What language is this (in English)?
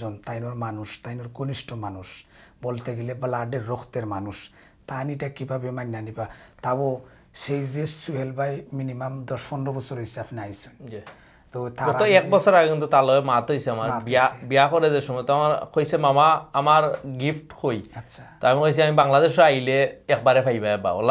Sylheti